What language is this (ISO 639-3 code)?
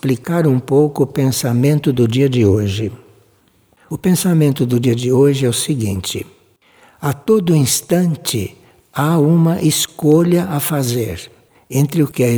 por